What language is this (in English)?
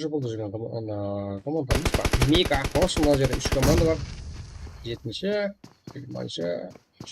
Kara-Kalpak